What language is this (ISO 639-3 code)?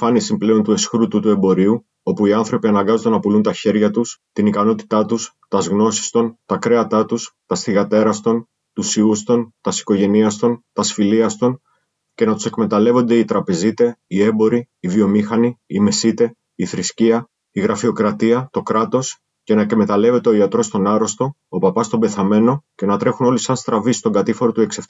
ell